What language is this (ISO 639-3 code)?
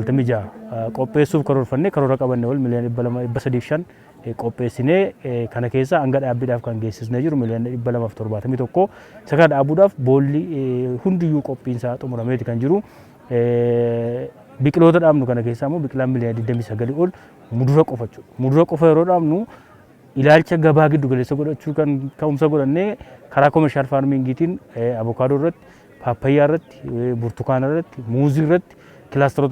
orm